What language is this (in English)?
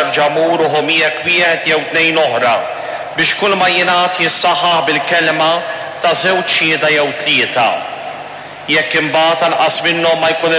Maltese